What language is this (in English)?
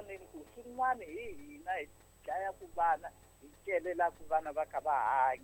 Tsonga